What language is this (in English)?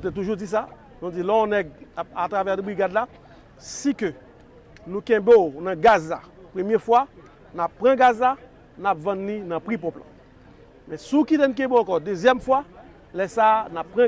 Haitian Creole